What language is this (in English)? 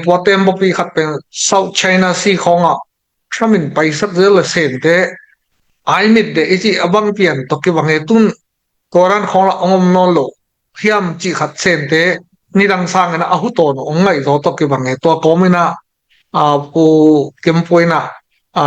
Tedim Chin